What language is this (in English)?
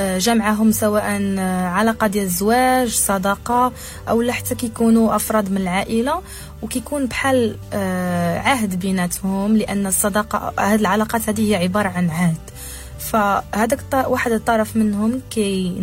Moroccan Arabic